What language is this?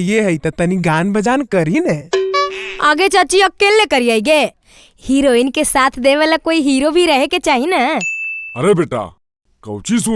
Magahi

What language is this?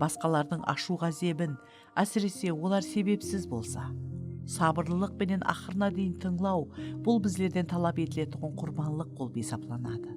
Kara-Kalpak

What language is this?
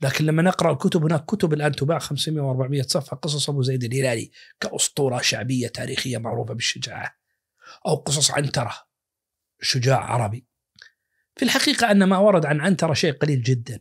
Najdi Arabic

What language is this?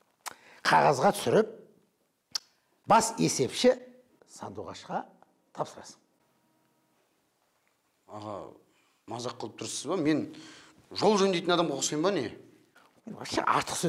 Kazakh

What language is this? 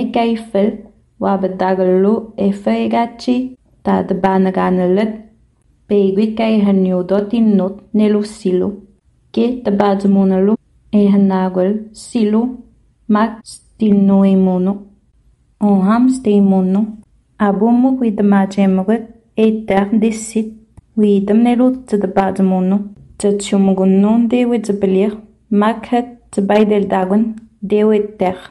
Innu-aimun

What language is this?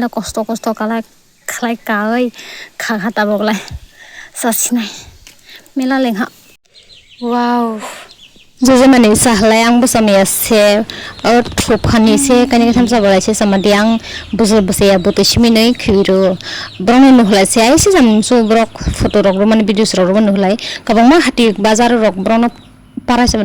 Kok Borok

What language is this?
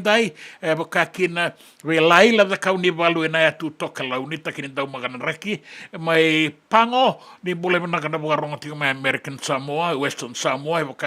Fijian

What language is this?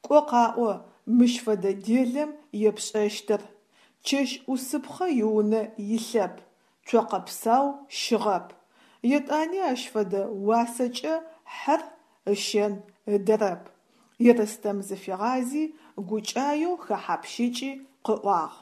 Adyghe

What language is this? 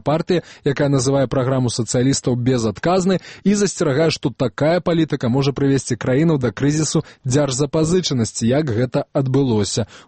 Belarusian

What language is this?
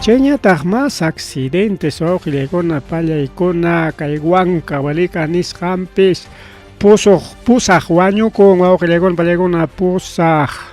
Ayacucho Quechua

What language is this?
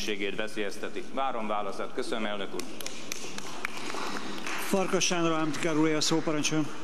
Hungarian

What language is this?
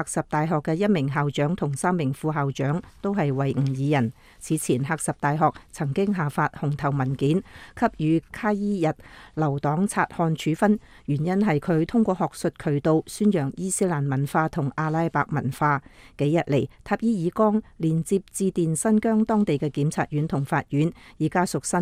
Cantonese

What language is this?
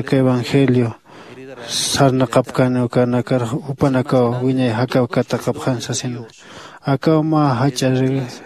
Aymara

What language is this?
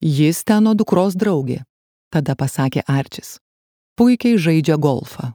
Lithuanian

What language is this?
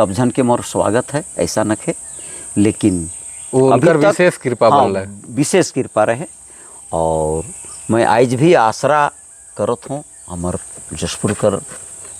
Sadri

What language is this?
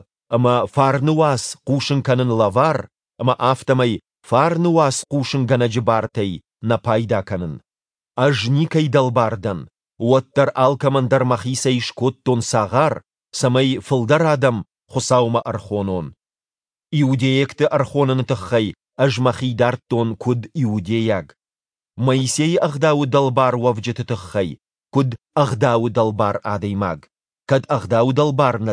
Ossetic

